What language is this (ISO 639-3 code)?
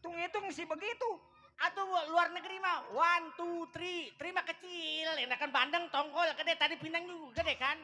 bew